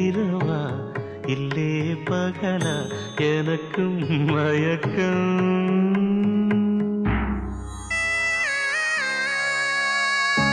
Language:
Tamil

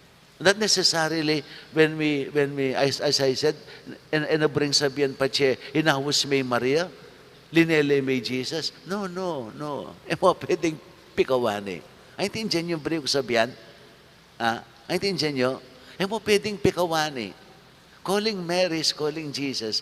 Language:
Pampanga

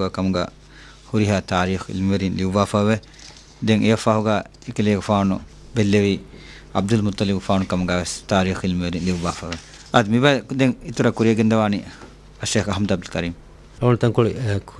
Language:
Divehi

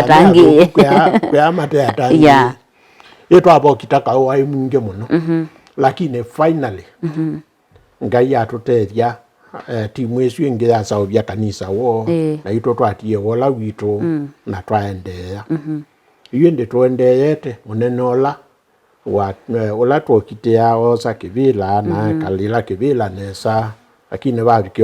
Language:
Kamba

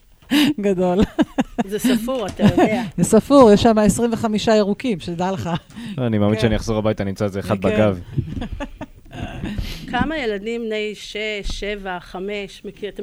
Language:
Hebrew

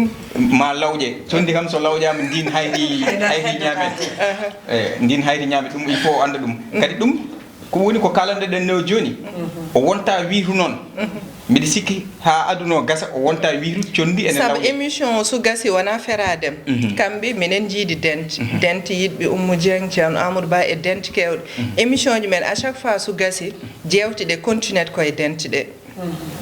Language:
Fula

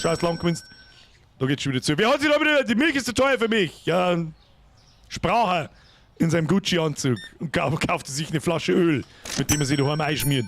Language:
Bavarian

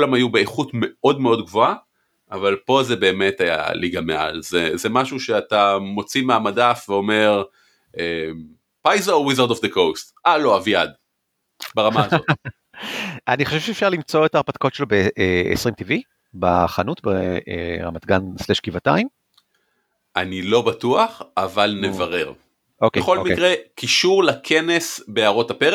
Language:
Hebrew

